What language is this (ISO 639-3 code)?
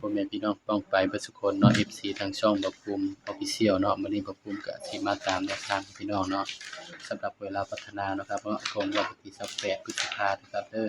tts